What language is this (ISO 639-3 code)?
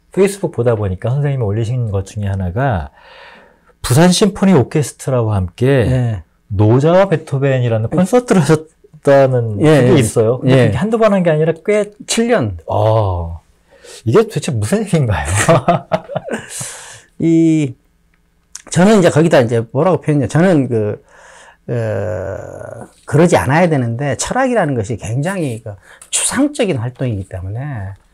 kor